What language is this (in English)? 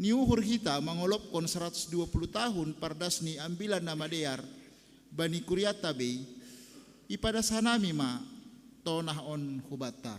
Batak Simalungun